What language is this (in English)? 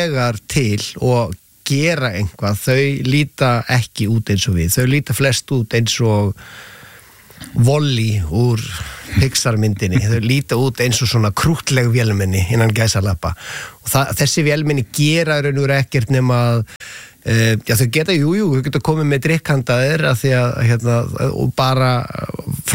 Icelandic